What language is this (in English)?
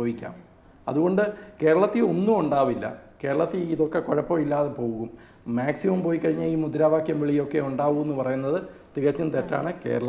Malayalam